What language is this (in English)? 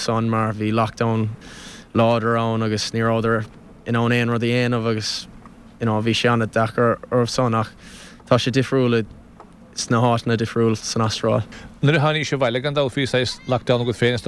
Irish